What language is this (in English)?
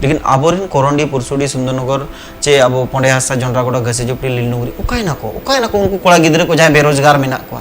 Santali